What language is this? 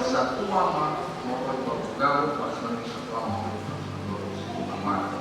Nias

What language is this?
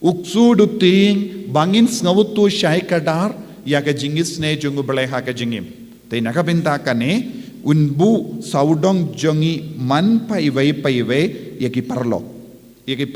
Khasi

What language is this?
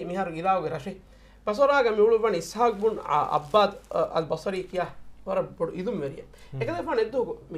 Divehi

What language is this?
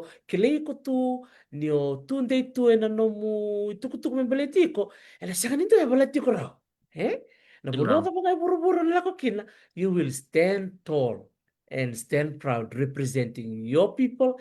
Fijian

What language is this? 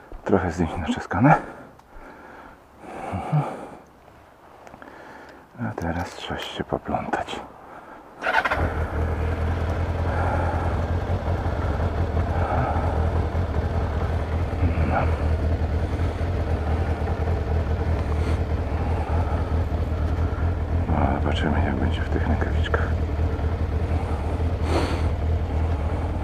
Polish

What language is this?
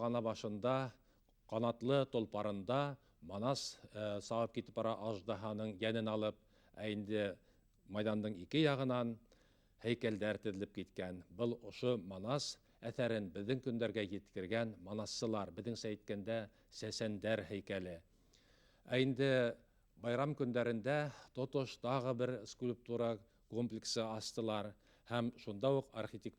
Bashkir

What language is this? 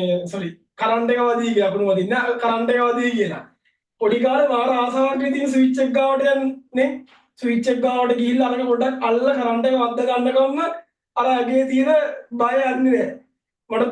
Sinhala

